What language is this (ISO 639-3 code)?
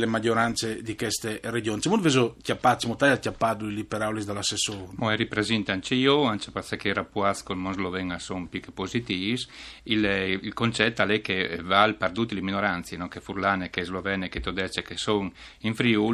fur